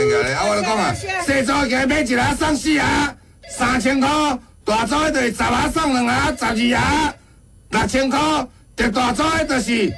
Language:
Min Nan Chinese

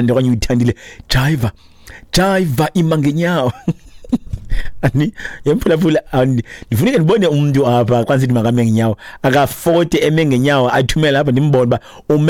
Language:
Xhosa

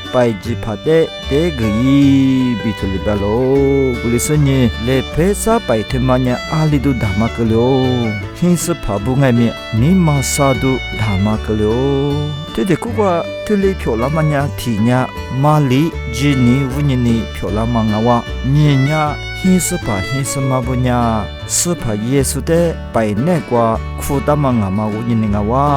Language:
Lisu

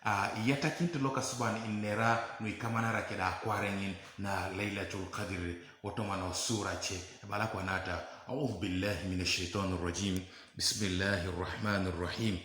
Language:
Teso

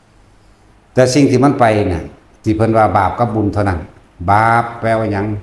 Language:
Northeastern Thai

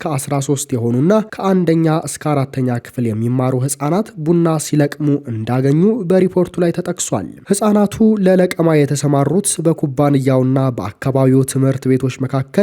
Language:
Amharic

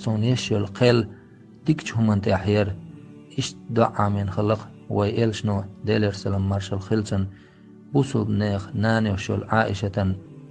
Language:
Chechen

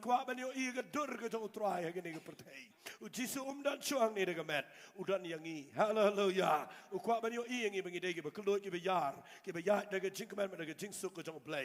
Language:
Khasi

